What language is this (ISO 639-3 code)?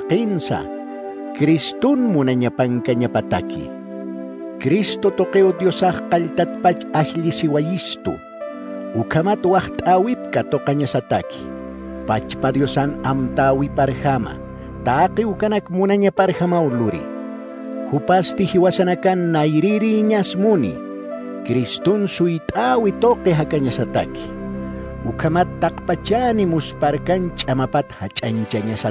aym